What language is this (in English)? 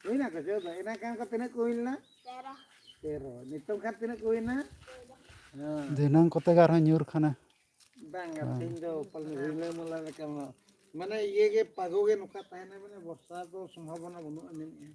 Santali